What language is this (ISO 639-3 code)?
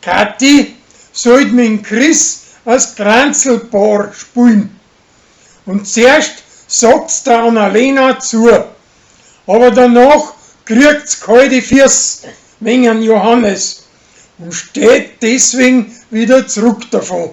bar